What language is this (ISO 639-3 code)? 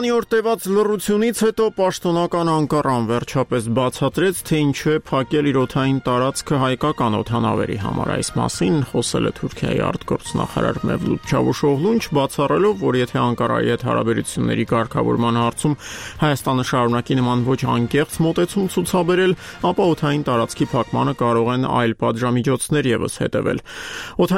hye